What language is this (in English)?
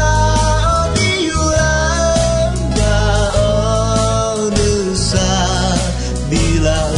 Akha